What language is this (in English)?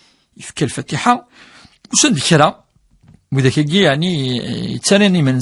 Kabyle